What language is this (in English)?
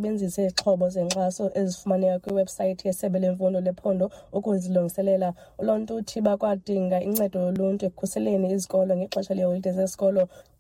Xhosa